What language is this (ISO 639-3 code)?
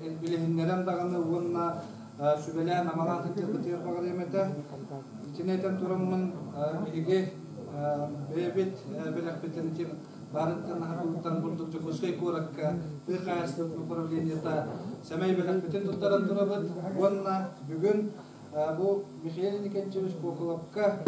sah